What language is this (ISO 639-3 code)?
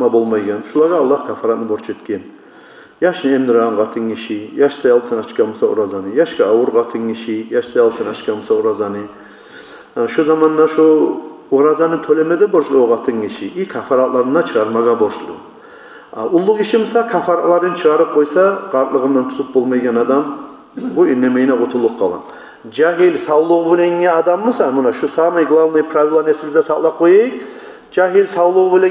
kum